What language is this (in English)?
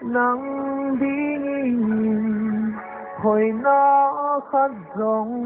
Paite Chin